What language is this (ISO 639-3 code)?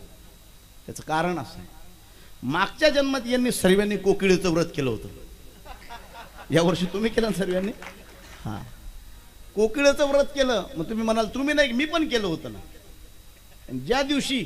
mar